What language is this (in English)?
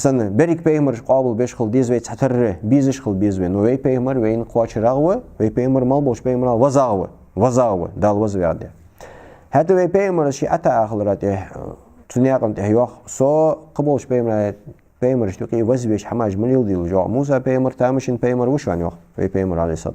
Ingush